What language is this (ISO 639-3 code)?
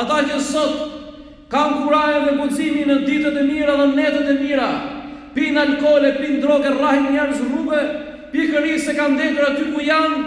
sqi